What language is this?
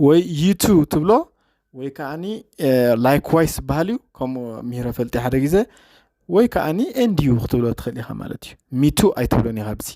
Tigrinya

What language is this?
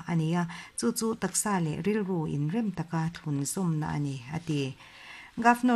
Mizo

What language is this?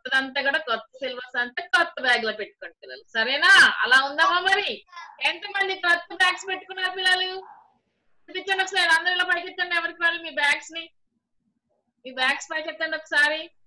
Telugu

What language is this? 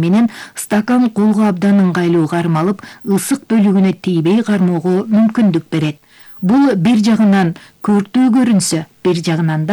Kyrgyz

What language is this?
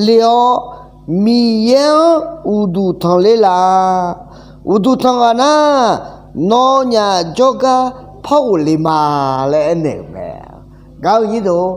Akha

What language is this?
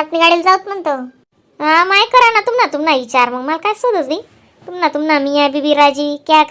Khandesi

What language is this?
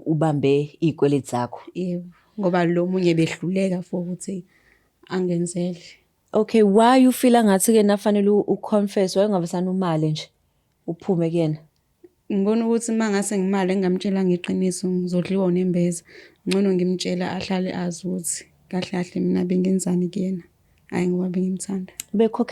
Zulu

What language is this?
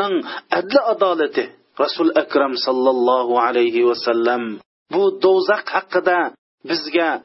Uyghur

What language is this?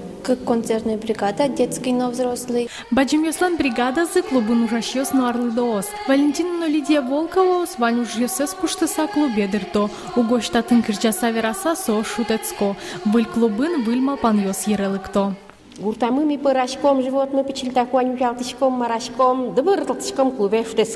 Udmurt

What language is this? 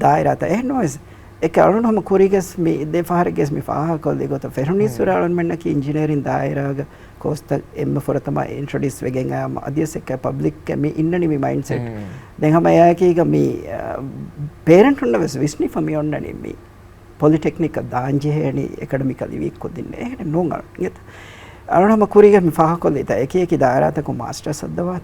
Divehi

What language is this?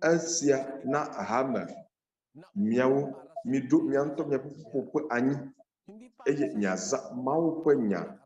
Ewe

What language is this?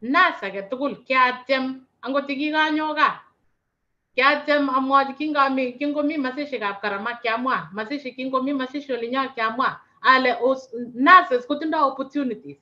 Kalenjin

